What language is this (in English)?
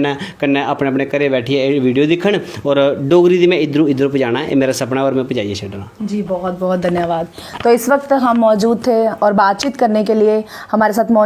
Dogri